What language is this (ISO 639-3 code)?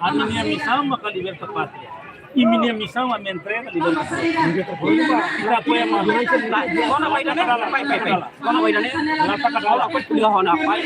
tet